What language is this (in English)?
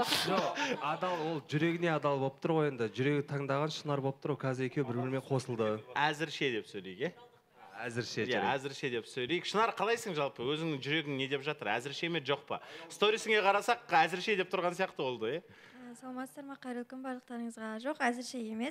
Kazakh